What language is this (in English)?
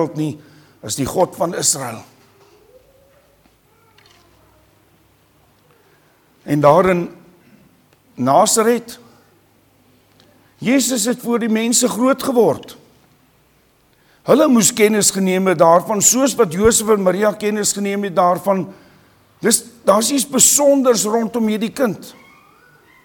Afrikaans